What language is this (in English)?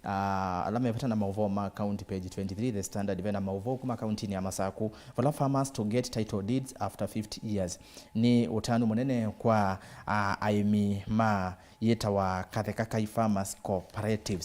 Kamba